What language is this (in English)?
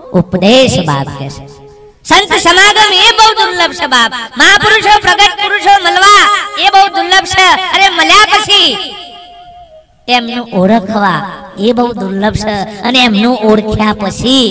Gujarati